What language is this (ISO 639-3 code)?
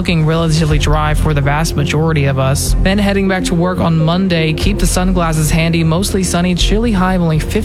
eng